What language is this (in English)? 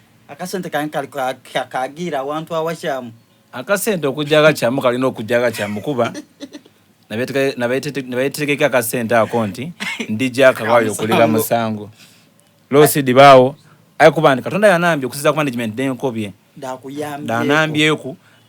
Soga